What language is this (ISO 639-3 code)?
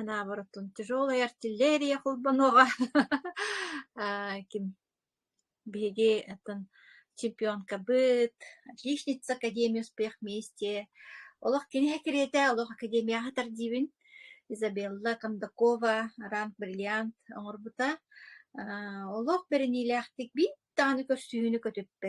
sah